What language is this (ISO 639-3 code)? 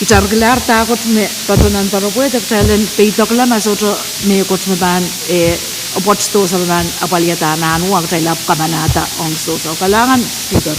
pon